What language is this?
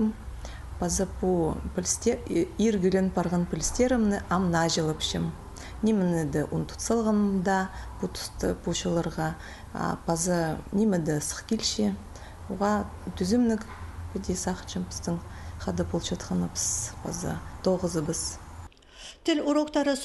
Khakas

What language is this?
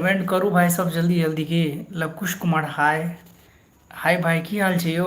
Maithili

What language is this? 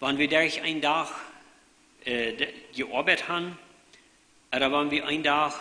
Plautdietsch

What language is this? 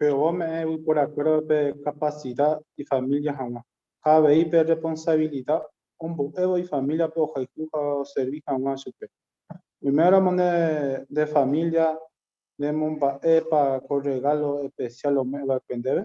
Guarani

